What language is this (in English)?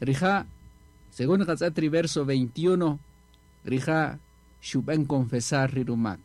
Kaqchikel